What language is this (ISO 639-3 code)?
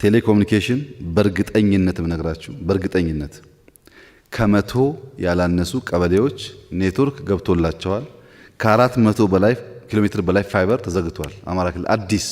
amh